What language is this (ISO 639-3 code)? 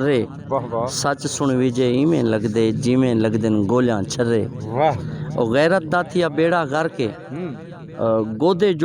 skr